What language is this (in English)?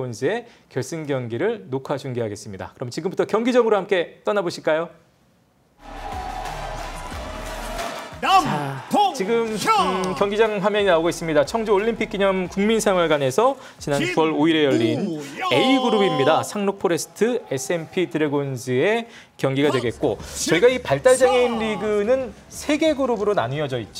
Korean